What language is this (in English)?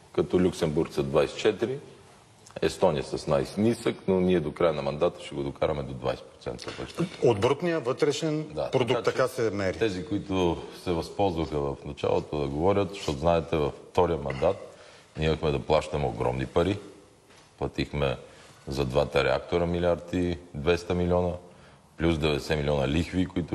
Bulgarian